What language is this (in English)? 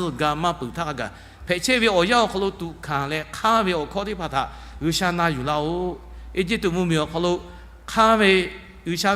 Lahu